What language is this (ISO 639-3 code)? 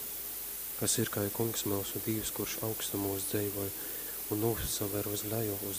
ltg